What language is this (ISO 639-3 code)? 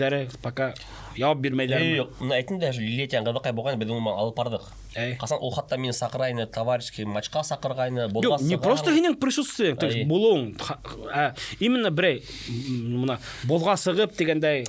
bak